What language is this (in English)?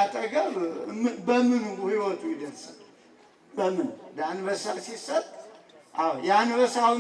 Amharic